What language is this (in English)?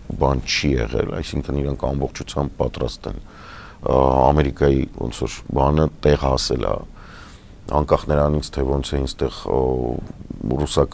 Armenian